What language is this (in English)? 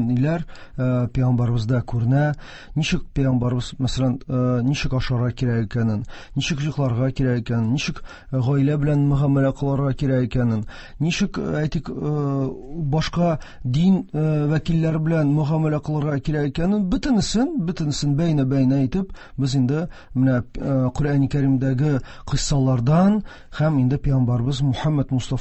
Tatar